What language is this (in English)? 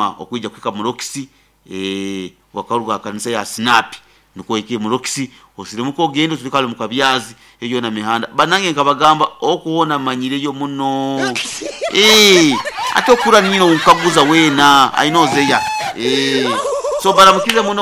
Nyoro